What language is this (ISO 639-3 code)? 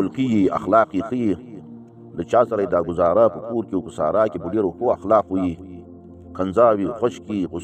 pus